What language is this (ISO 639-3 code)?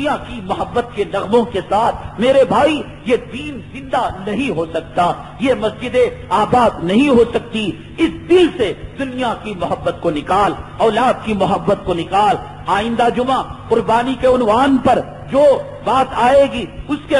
urd